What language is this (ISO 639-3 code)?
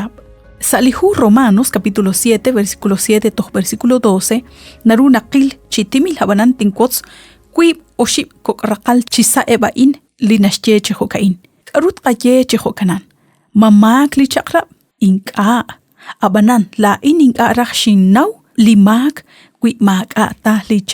kek